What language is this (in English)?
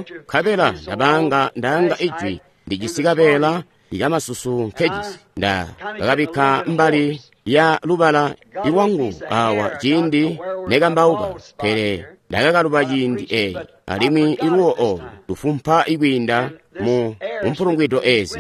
Tonga (Zambia)